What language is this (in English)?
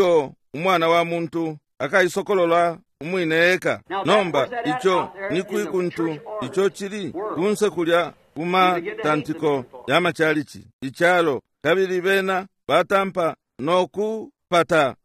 Bemba